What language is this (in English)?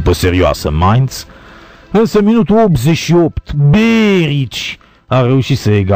Romanian